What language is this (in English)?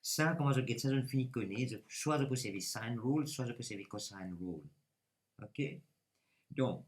Morisyen